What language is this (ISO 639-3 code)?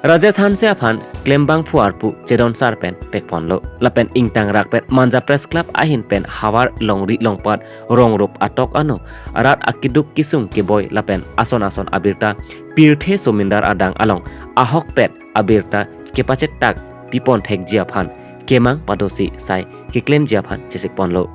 mjw